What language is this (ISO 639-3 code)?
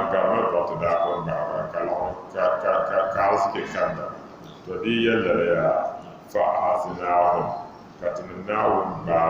dag